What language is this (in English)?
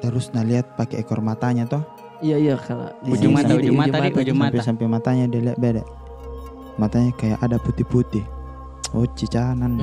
Makassar Malay